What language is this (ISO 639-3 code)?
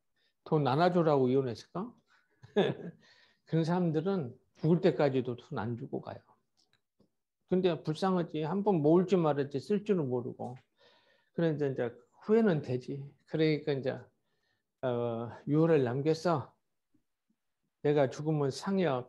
kor